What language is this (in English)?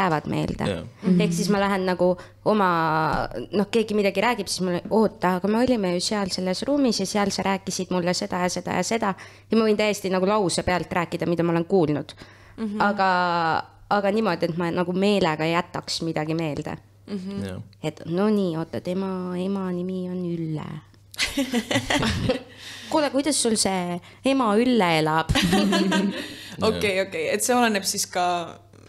Estonian